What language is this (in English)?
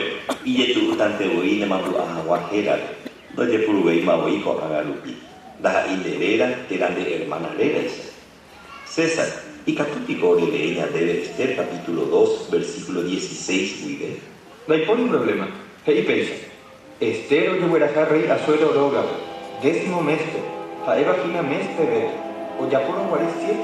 Guarani